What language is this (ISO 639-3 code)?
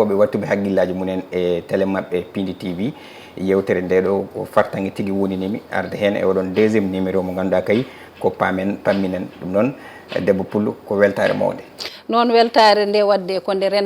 ful